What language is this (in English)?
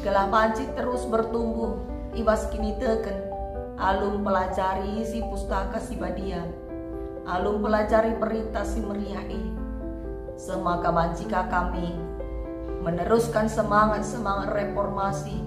Batak Karo